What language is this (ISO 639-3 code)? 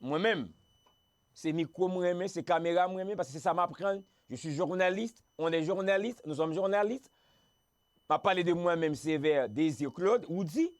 hat